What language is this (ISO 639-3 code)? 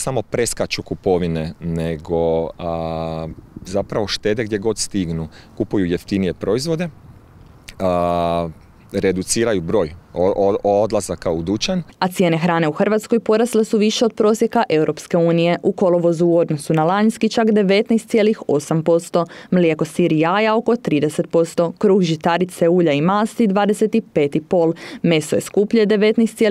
hrv